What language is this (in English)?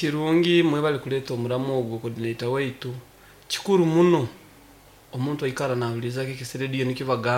Nyoro